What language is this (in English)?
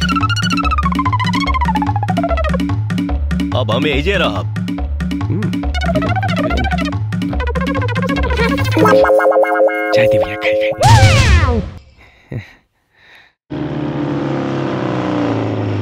Bhojpuri